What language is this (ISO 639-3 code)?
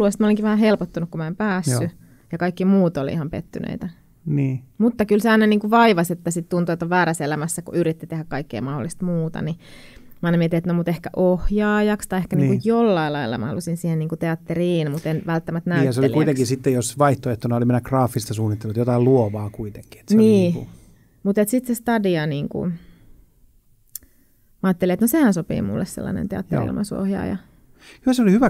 fin